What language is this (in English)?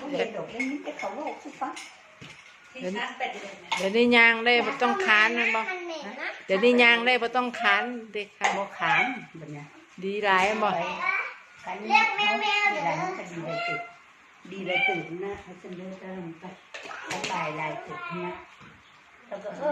Lao